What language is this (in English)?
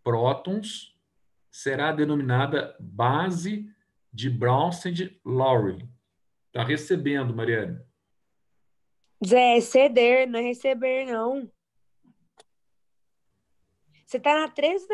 Portuguese